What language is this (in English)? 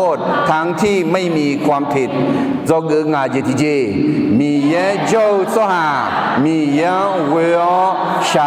Akha